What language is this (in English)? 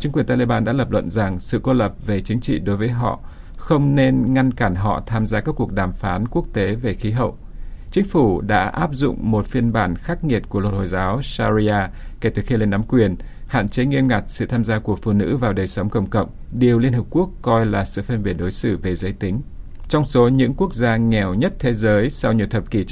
Vietnamese